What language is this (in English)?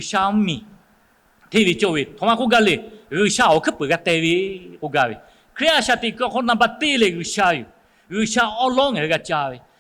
Lahu